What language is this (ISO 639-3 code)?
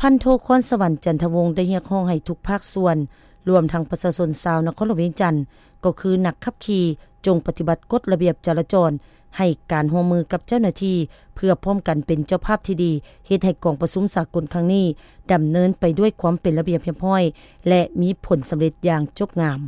lao